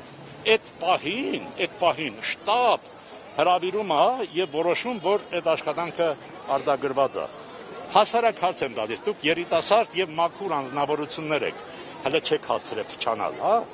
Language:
Armenian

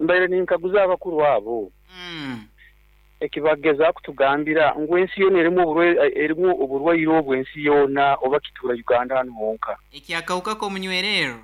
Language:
Nyankole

